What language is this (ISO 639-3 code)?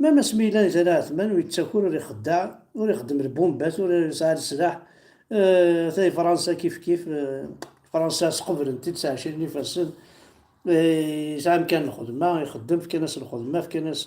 kab